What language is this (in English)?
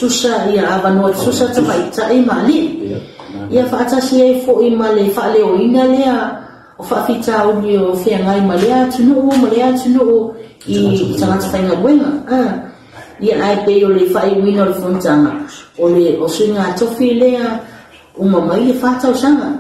Samoan